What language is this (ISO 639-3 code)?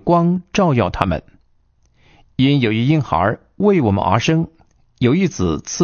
zho